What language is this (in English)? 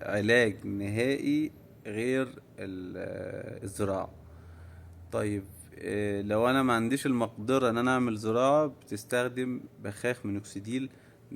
Egyptian Arabic